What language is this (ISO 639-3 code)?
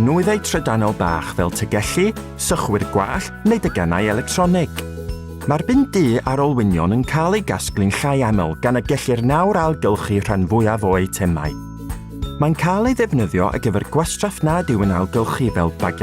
cym